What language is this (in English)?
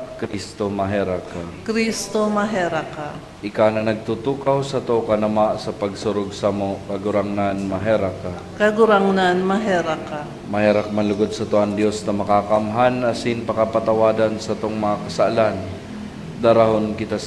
Bikol